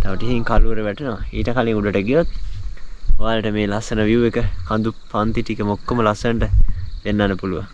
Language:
Sinhala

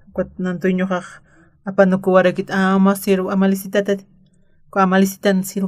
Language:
Aymara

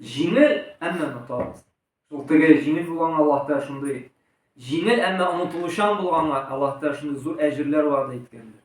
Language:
Tatar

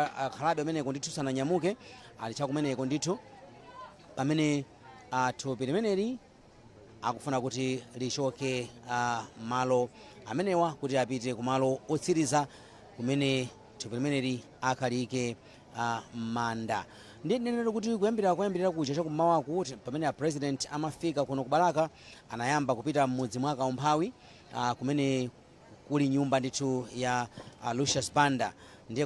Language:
Nyanja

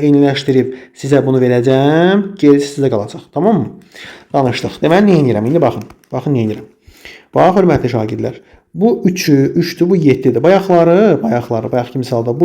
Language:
Azerbaijani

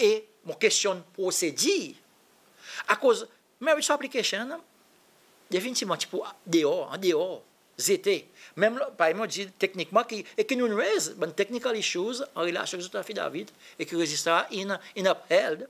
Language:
Seselwa Creole French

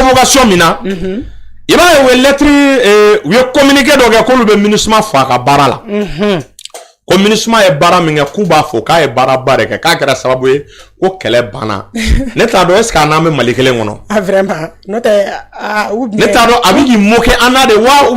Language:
Bambara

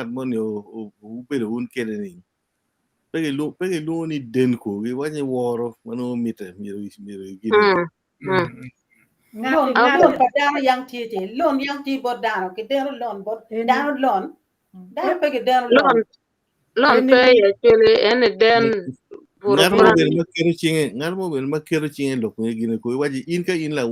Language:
Acoli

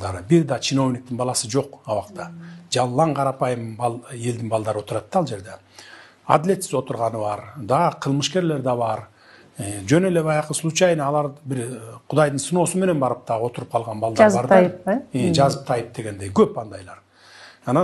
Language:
Kyrgyz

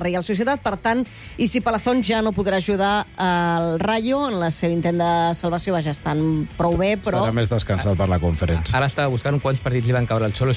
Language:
Catalan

